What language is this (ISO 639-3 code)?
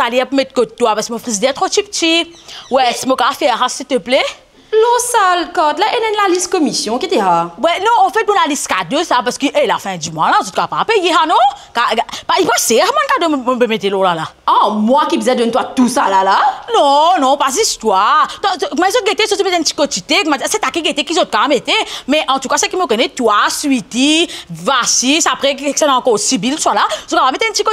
mfe